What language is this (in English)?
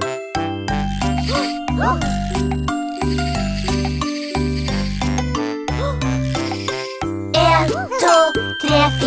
Norwegian